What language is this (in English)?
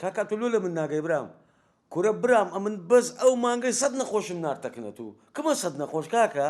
Central Kurdish